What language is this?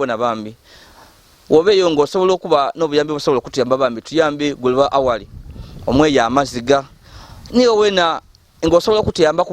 Ganda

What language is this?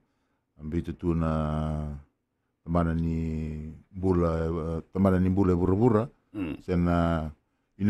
Fijian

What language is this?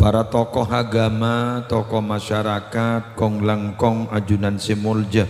Madurese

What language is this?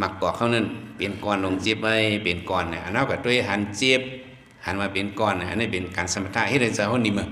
Shan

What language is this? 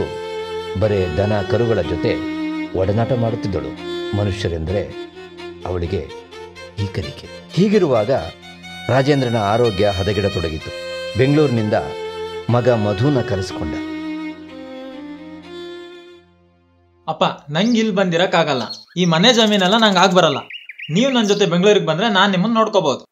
Kannada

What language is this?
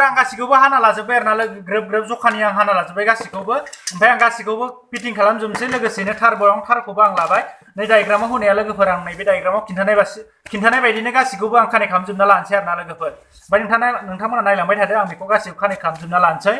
Bodo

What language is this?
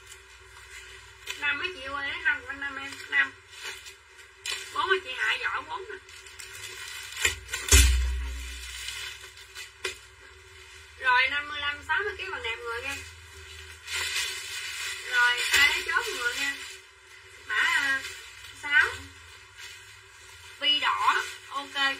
Vietnamese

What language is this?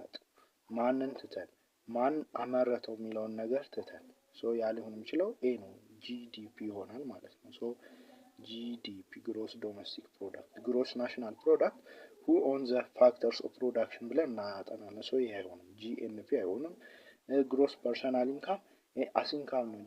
Amharic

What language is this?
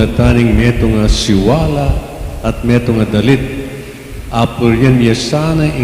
Pampanga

